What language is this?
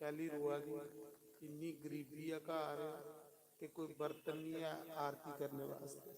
Dogri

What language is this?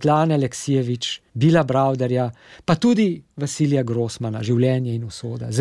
Slovenian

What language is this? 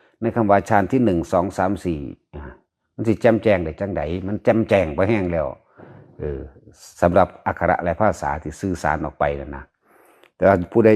Northeastern Thai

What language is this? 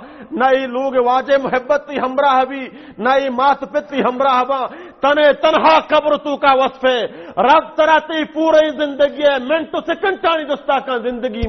Baluchi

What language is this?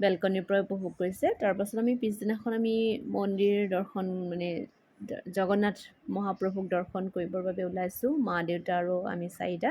Assamese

